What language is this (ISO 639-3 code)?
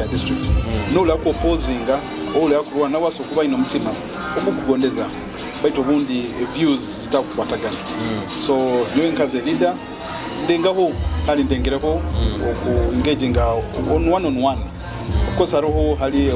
nyo